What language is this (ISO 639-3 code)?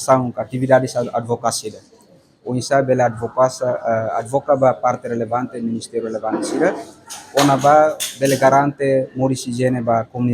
tet